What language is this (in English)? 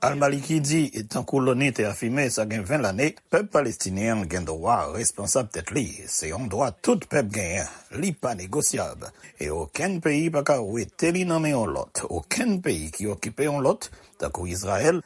Haitian Creole